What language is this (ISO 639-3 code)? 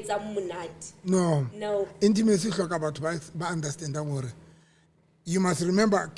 sot